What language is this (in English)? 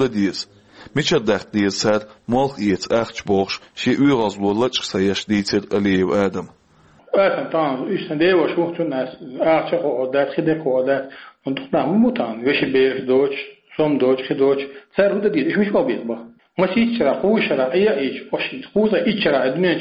Chechen